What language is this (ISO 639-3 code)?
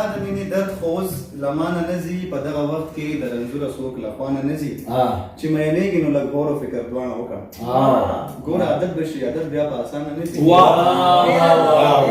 pus